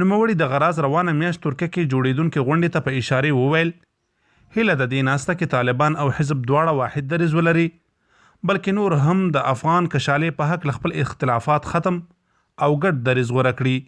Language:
Pashto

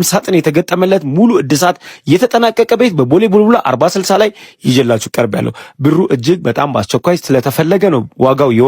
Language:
Amharic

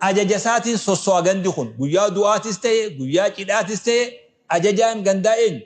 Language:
Oromo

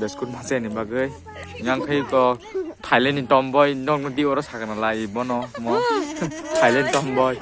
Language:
Kok Borok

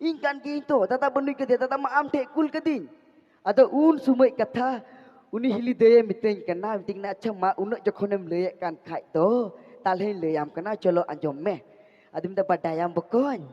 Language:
Santali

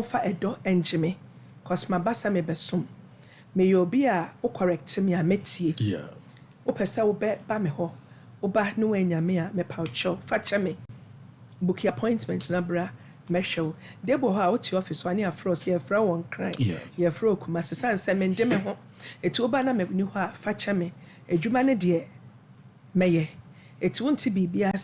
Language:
Akan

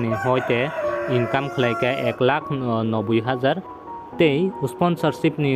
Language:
Kok Borok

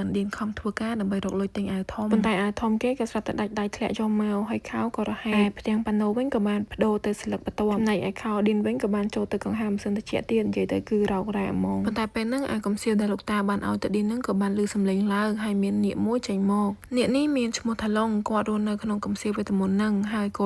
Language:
Khmer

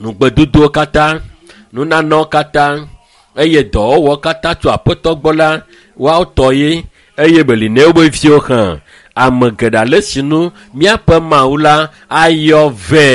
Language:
Ewe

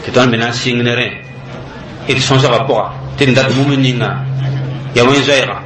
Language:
Mossi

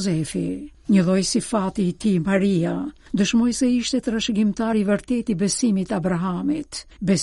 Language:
Albanian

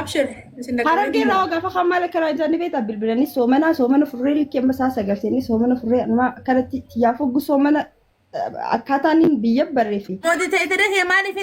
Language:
Oromo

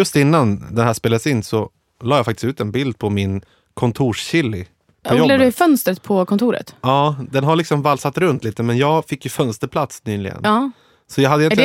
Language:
Swedish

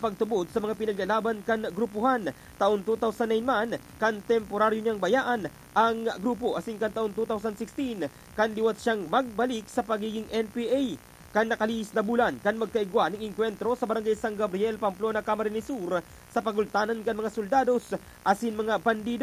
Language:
Bikol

